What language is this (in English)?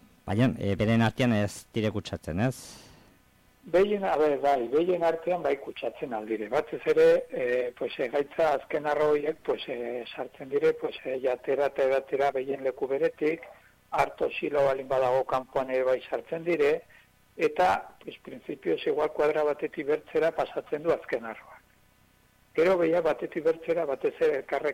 Basque